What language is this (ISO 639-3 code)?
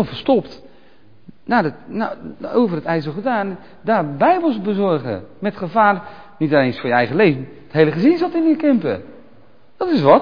nld